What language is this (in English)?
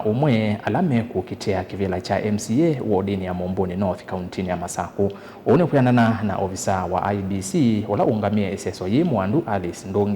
Kamba